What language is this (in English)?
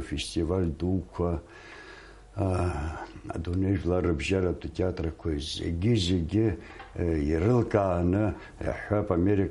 Abkhazian